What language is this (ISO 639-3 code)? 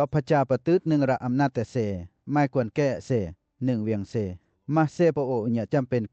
lcp